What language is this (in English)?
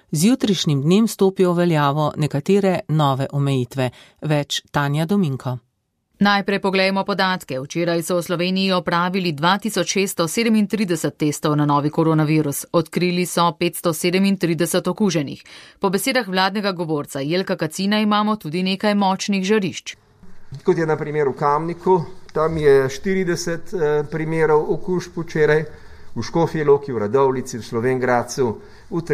Slovenian